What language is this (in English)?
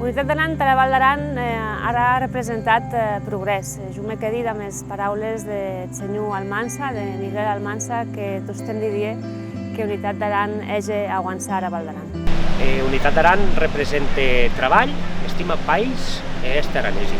Occitan